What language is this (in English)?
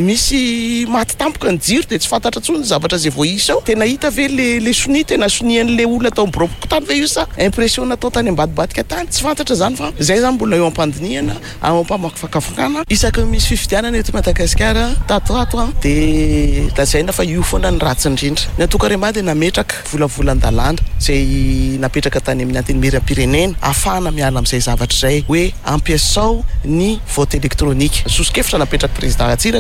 Malagasy